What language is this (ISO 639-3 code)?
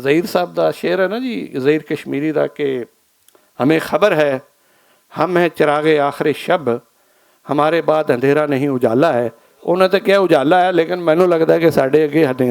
lah